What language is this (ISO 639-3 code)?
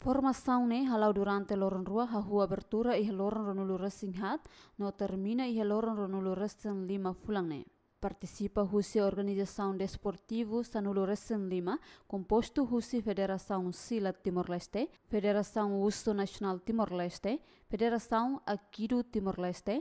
tet